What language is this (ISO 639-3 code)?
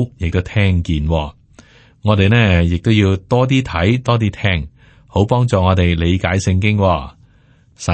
yue